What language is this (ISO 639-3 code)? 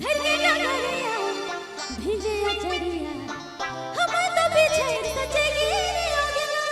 sck